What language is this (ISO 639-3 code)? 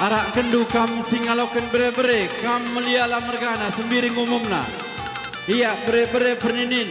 btx